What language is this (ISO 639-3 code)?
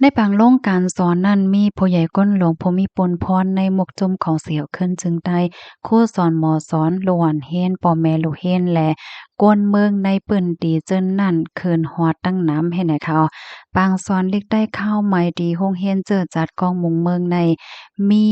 shn